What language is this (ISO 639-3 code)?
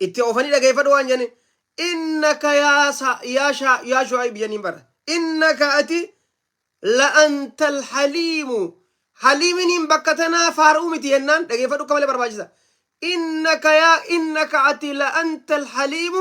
orm